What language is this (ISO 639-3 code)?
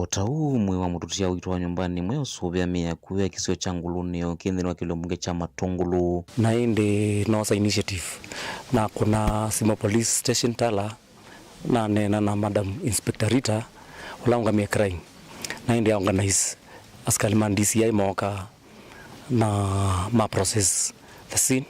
kam